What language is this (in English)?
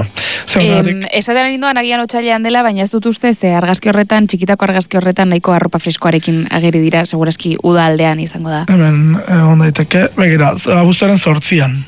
Basque